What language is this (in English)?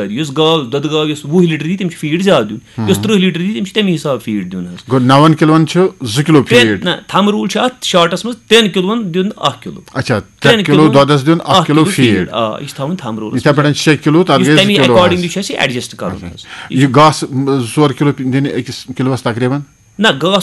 Kashmiri